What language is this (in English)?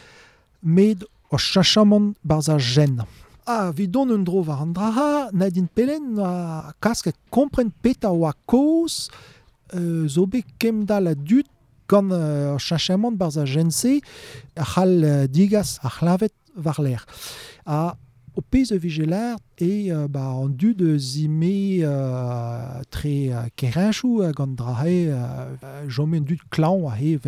Breton